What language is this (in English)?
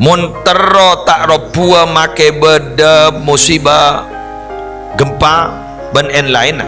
Madurese